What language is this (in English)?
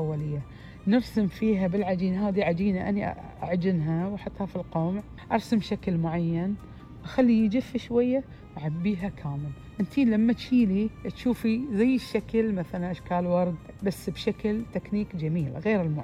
Najdi Arabic